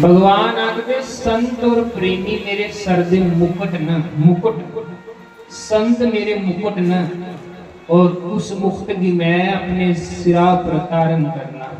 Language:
Dogri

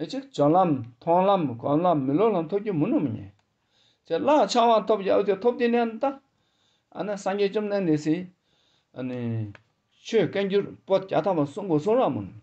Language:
Tibetan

